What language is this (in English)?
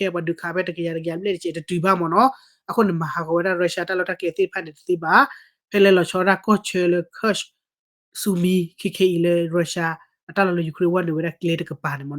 S'gaw Karen